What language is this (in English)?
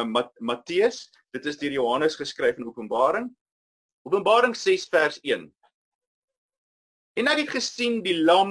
Afrikaans